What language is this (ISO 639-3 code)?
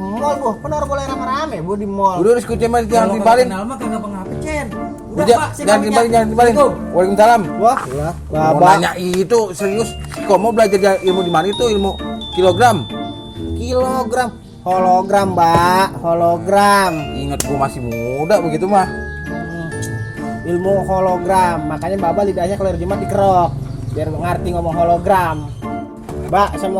bew